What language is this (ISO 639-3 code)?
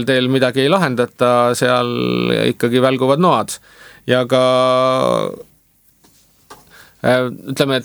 est